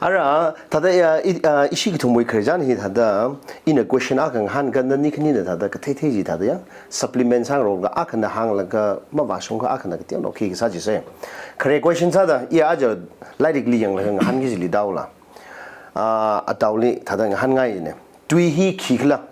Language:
Tangkhul Naga (India)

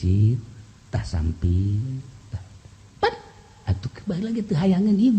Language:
Sundanese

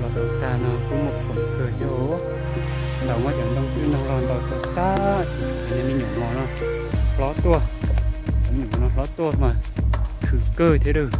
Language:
Hmong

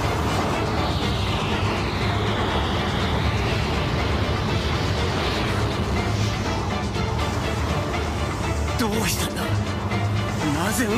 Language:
Japanese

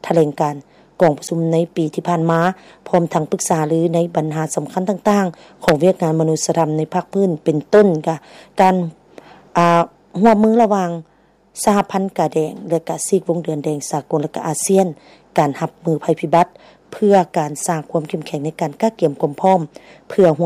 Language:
Lao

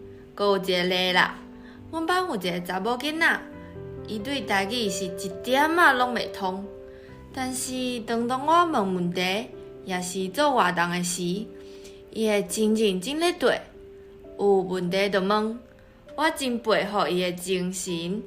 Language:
Min Nan Chinese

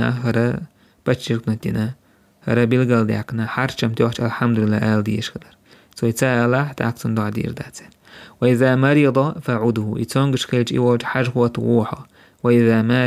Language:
Chechen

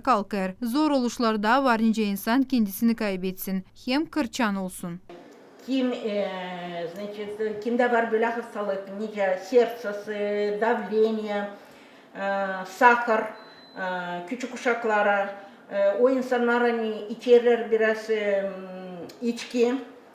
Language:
Gagauz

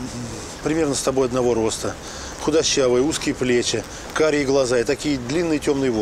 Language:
Russian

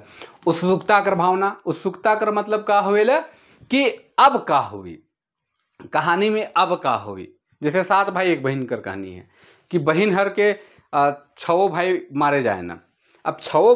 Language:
Sadri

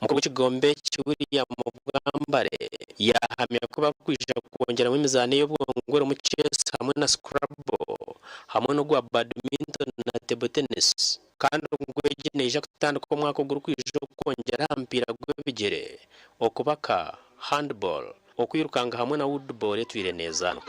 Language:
Nyankole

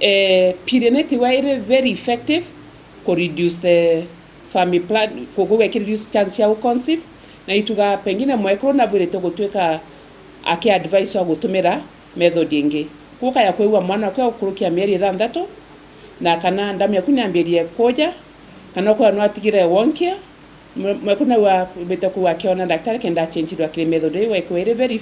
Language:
Meru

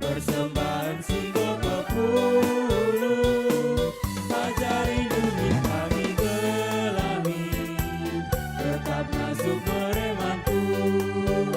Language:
Batak Karo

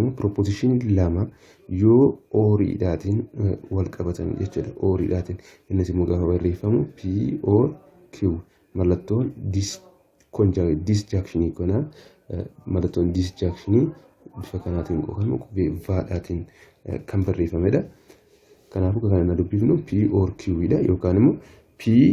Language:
Oromo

